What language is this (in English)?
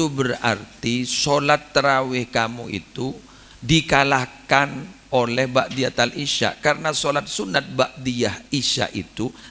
Madurese